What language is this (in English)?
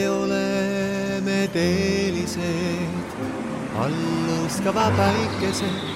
Estonian